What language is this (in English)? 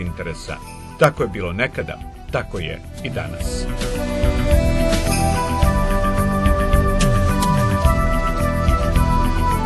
Serbian